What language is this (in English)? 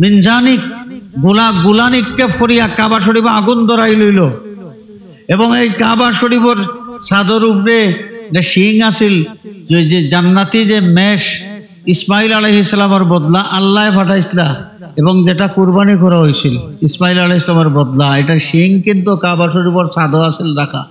Sylheti